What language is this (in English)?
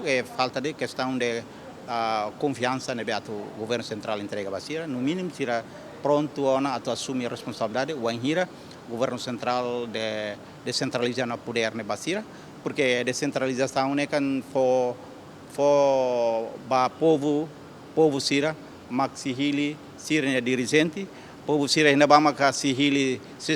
Tetum